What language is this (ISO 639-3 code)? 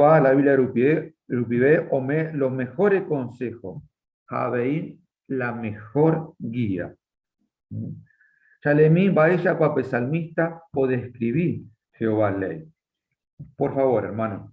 grn